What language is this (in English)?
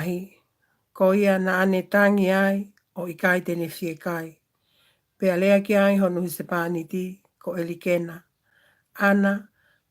Tongan